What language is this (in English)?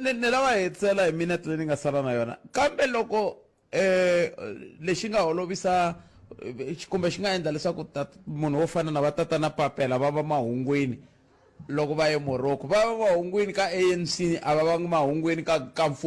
Tsonga